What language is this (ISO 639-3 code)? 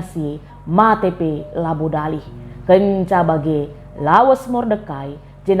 btx